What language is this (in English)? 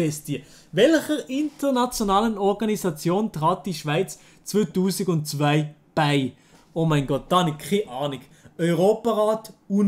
Swiss German